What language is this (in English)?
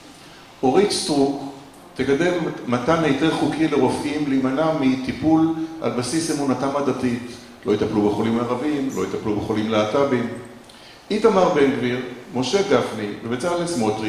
Hebrew